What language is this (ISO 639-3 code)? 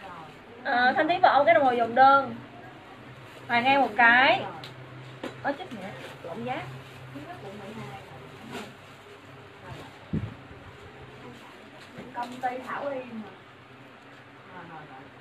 vie